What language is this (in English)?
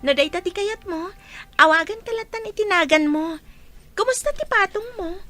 Iloko